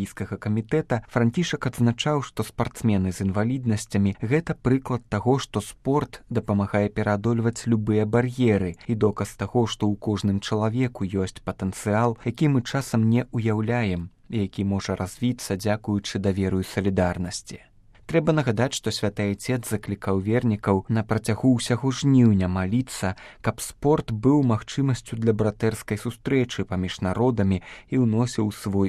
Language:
Belarusian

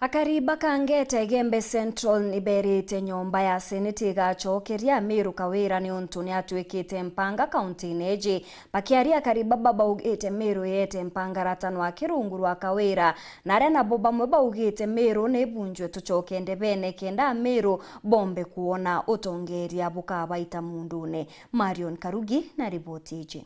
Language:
Meru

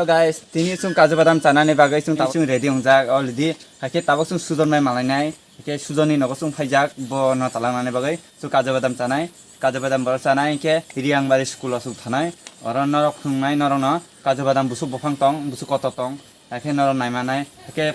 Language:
Kok Borok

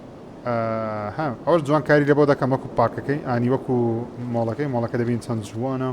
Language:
Central Kurdish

